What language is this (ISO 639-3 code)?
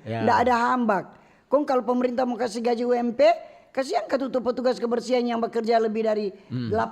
xmm